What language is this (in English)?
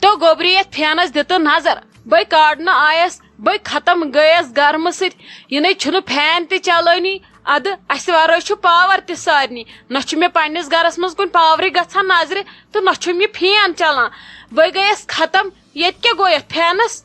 Kashmiri